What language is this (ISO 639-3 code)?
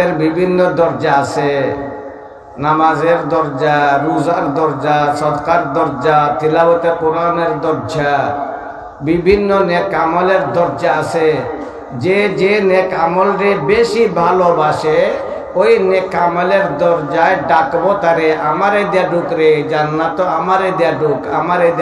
syl